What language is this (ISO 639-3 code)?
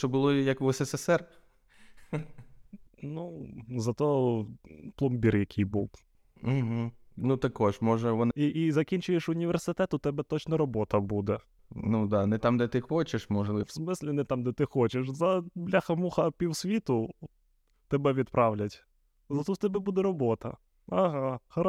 ukr